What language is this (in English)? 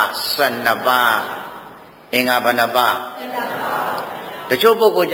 Burmese